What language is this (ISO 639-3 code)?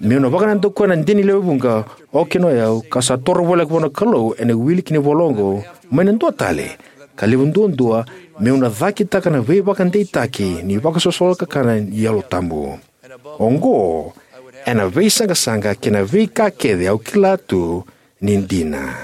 fij